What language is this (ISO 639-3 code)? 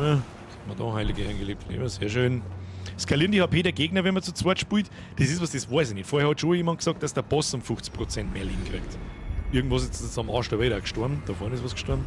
bar